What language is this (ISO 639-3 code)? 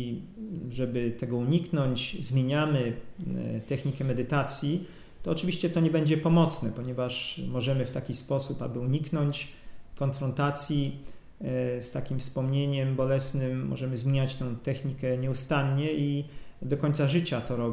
pol